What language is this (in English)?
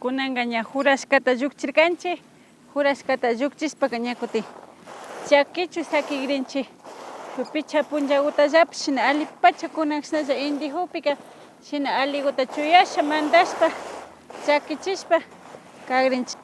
Imbabura Highland Quichua